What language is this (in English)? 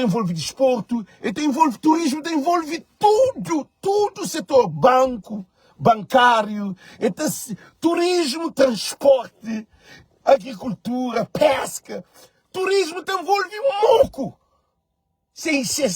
Kabuverdianu